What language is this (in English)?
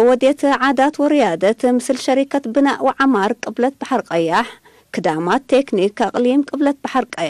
Tigre